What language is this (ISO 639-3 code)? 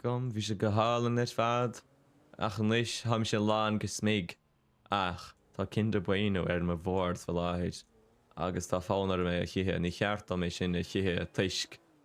gle